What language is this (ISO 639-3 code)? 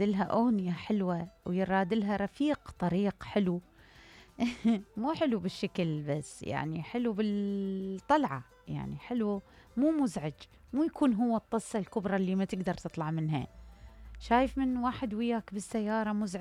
acm